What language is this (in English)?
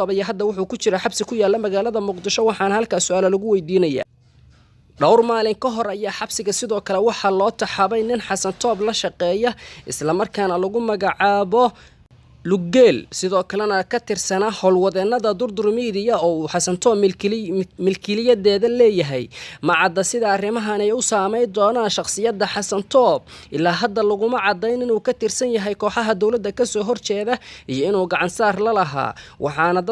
Somali